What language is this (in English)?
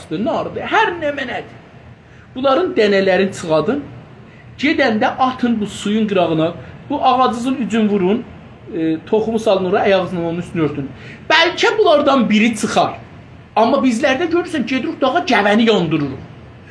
South Azerbaijani